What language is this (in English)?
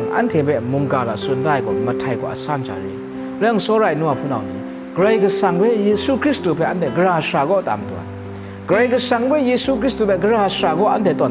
Kachin